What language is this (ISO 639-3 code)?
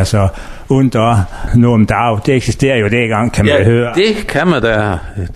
dan